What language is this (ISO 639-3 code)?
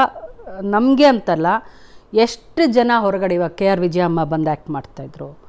kan